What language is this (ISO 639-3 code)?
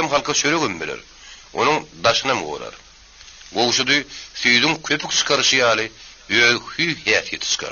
tuk